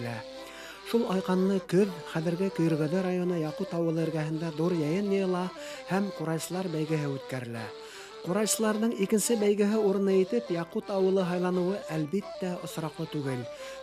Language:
Bashkir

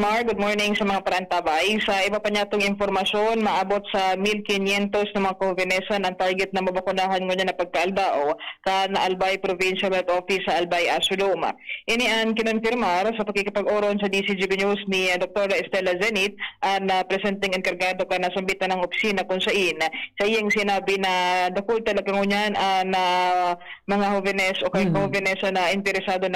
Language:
Bikol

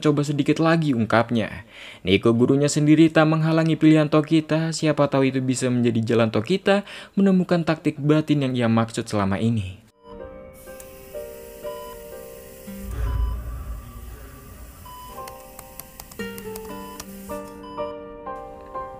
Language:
Indonesian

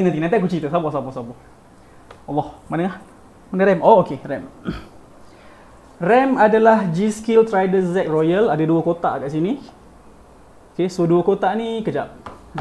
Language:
Malay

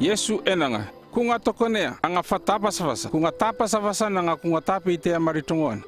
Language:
North Efate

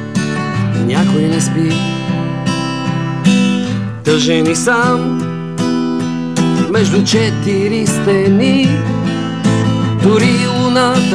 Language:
Bulgarian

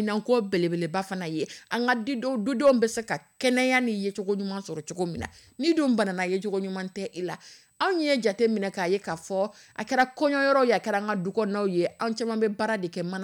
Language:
Dyula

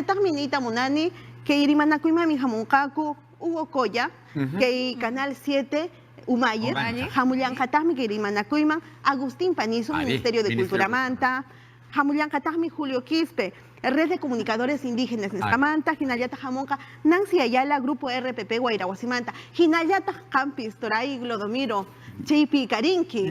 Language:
Ayacucho Quechua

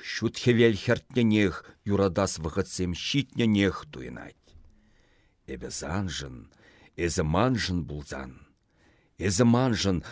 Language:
Chuvash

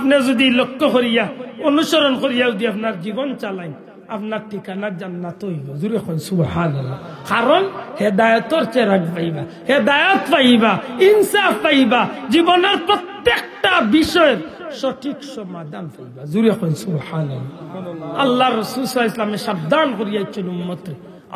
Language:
Sylheti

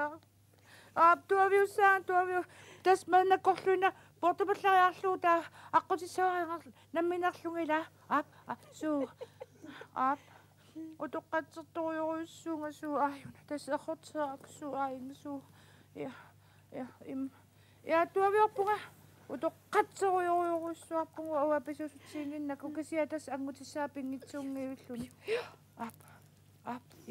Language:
Kalaallisut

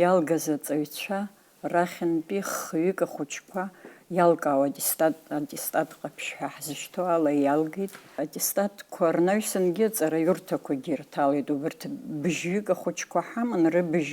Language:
Abkhazian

